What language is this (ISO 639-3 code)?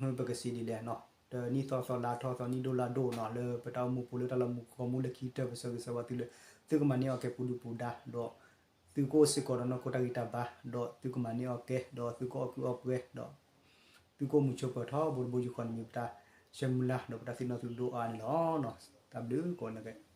ksw